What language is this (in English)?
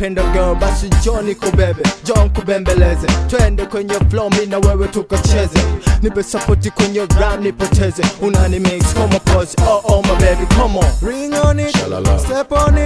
Swahili